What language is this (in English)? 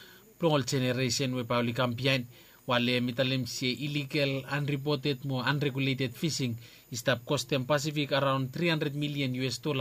Bislama